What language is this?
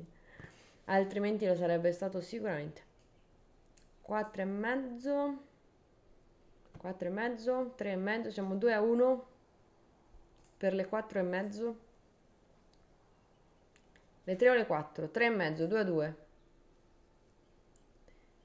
Italian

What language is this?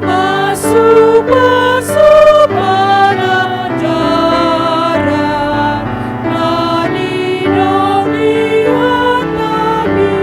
Batak Toba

